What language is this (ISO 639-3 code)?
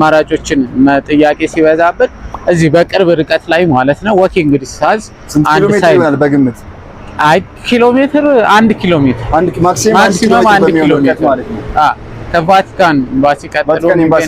amh